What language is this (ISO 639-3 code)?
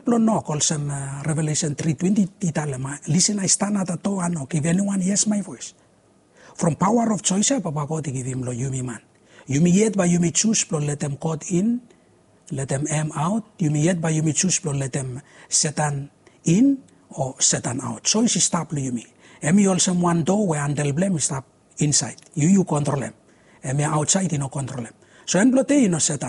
bis